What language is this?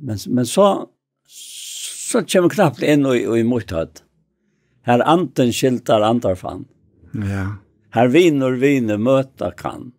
Faroese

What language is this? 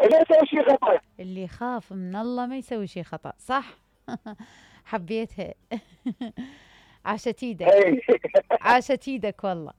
Mesopotamian Arabic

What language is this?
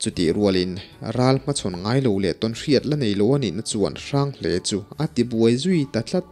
Mizo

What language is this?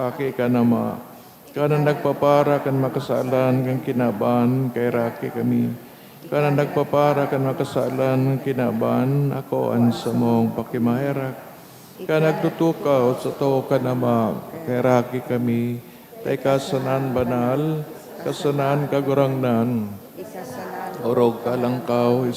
Bikol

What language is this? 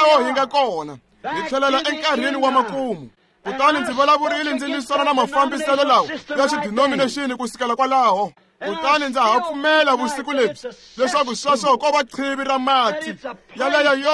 Tsonga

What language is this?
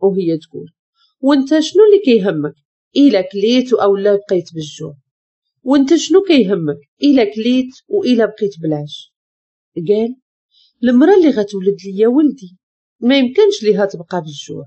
Moroccan Arabic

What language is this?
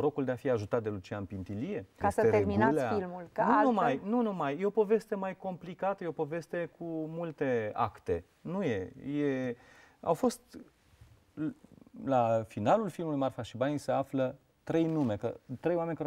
Romanian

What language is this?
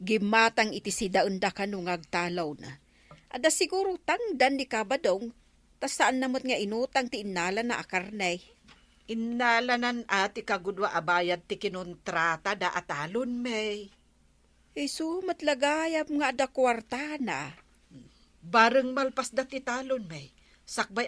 Iloko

